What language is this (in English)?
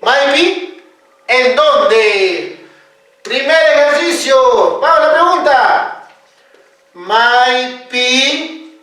Quechua